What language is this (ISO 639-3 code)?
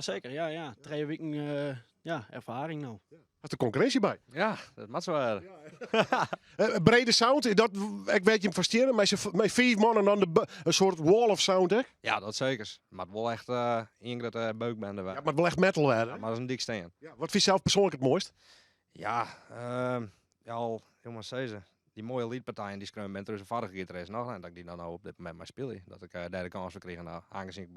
fry